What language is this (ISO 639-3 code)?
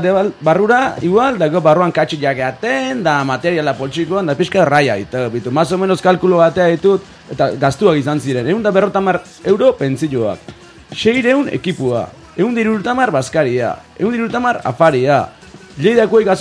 eus